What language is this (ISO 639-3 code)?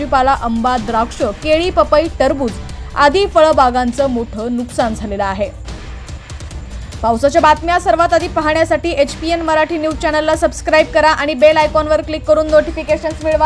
mar